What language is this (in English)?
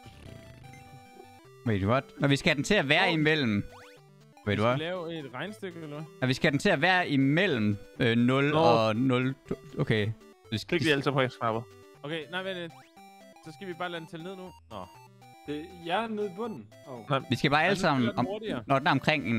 Danish